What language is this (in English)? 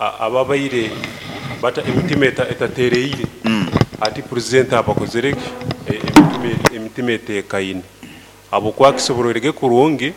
Nyoro